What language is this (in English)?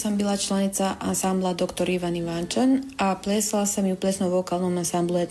Croatian